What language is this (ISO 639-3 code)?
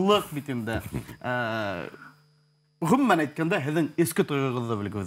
bak